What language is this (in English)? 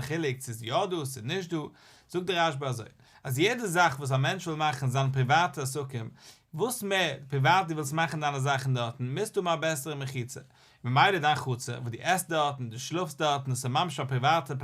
Yiddish